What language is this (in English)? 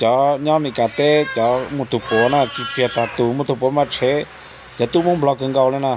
Hmong